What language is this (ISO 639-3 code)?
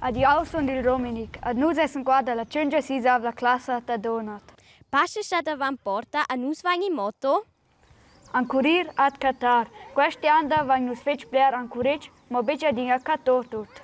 roh